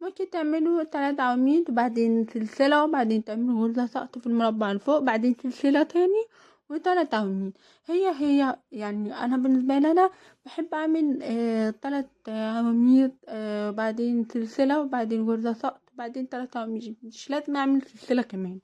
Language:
Egyptian Arabic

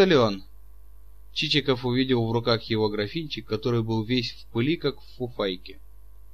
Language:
Russian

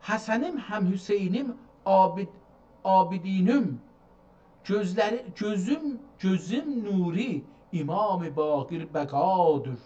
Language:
South Azerbaijani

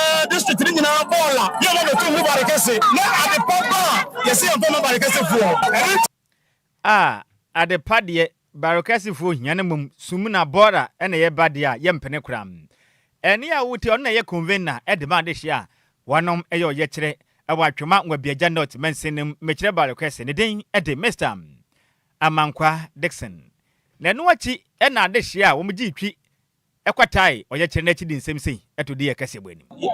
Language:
Akan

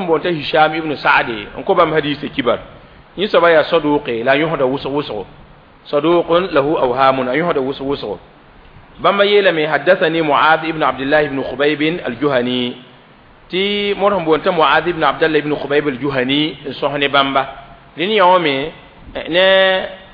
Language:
Mossi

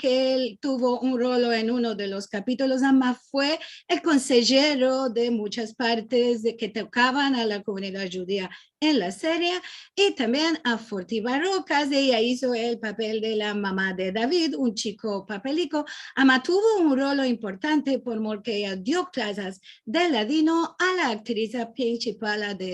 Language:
Ladino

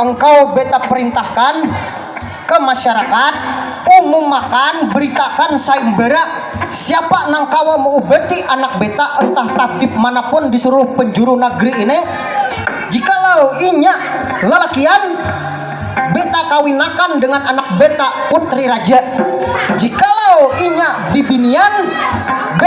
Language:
Banjar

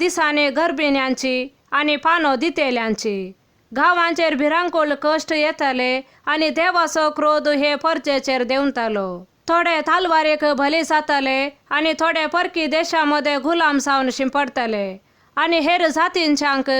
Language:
Konkani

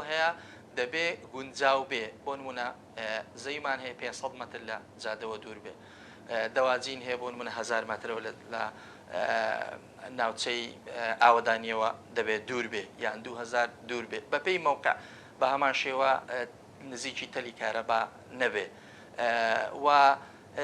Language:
Central Kurdish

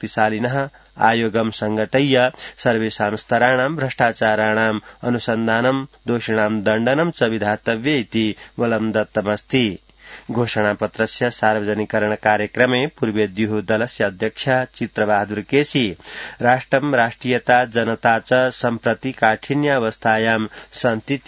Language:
Sanskrit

